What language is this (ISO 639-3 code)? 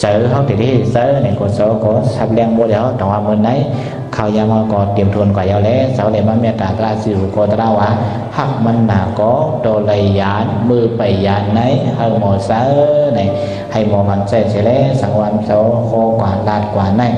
shn